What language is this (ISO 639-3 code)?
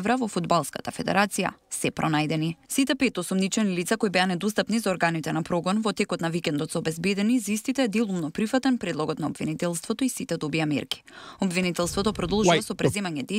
mkd